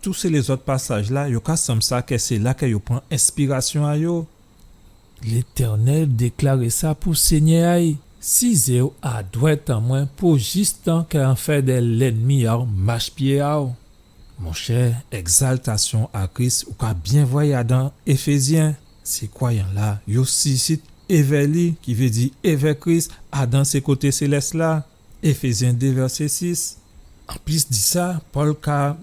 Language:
Guadeloupean Creole French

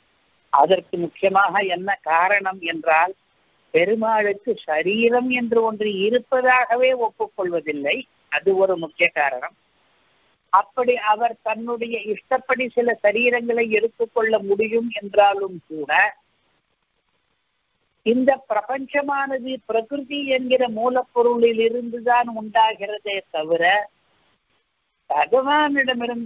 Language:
Tamil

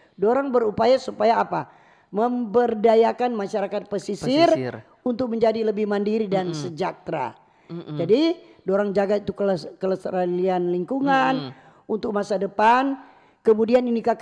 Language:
Manado Malay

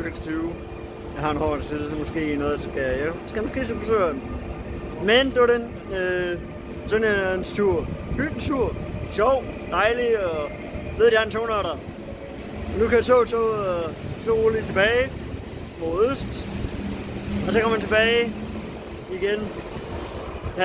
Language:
Danish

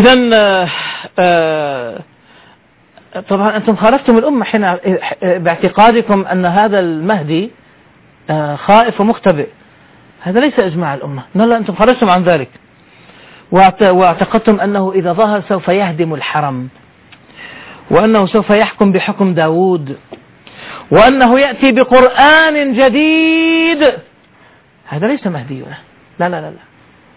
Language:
Arabic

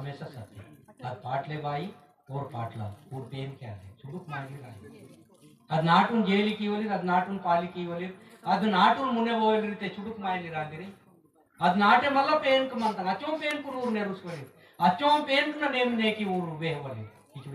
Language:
Aheri Gondi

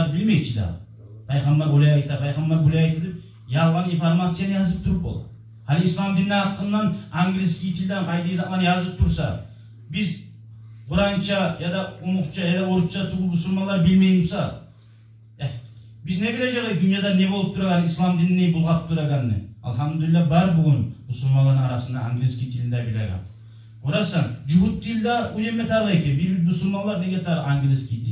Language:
Kumyk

